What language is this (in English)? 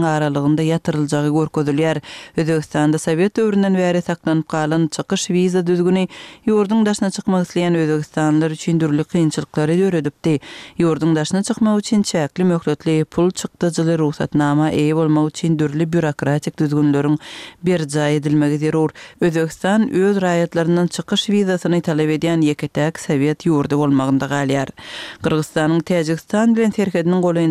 Turkmen